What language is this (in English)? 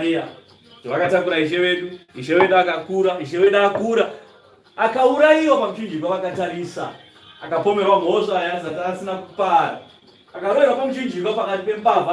Shona